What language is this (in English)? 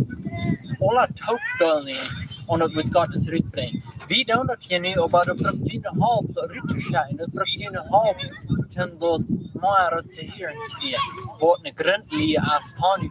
Plautdietsch